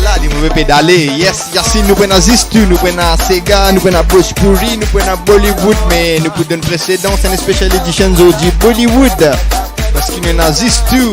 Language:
Morisyen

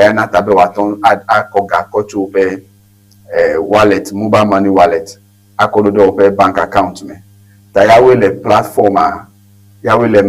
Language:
Ewe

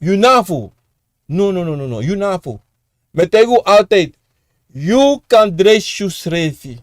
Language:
Sranan Tongo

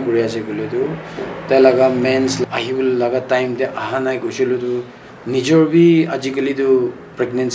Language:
Naga Pidgin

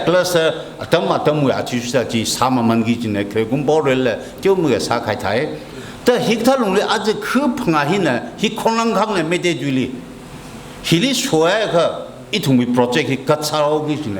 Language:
Tangkhul Naga (India)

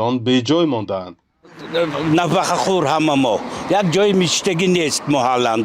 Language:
Tajik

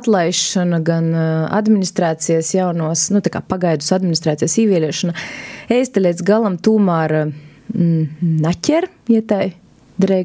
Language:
Latvian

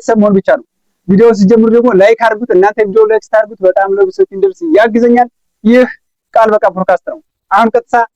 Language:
Amharic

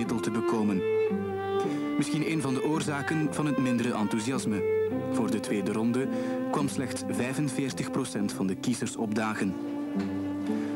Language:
Dutch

